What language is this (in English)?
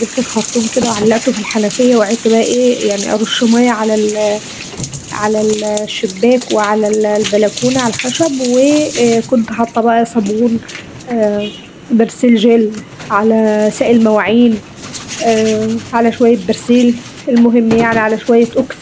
Egyptian Arabic